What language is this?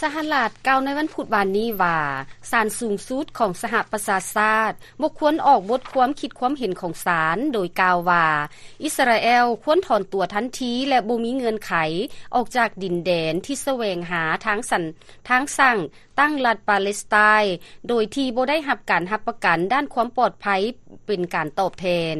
Lao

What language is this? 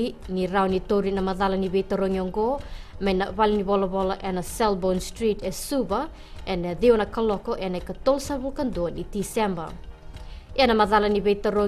Fijian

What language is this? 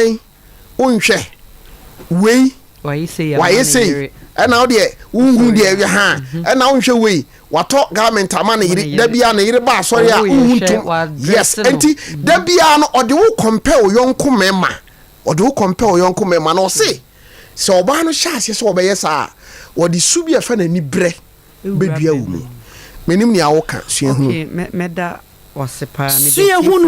Akan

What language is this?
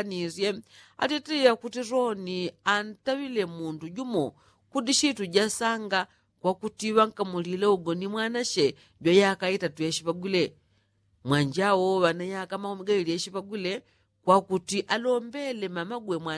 Yao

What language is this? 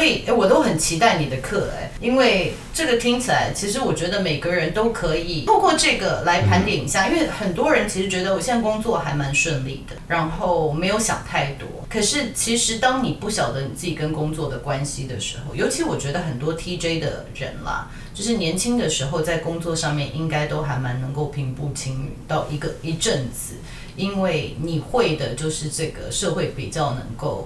Chinese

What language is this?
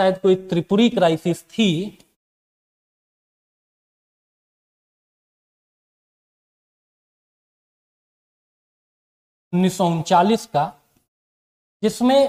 Hindi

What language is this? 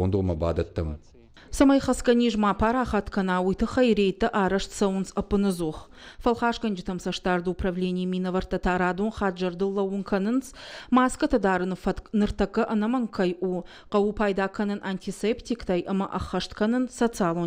Ossetic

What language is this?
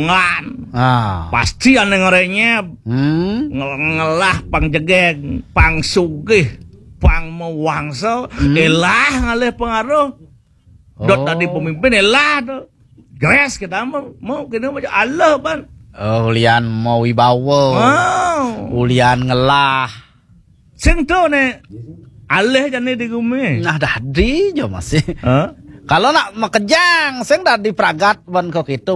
Balinese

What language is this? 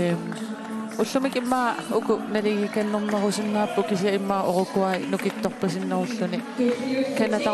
Kalaallisut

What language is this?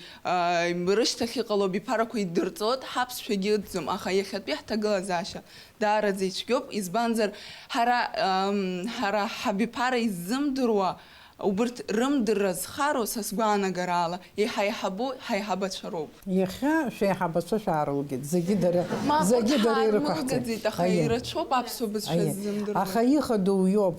Abkhazian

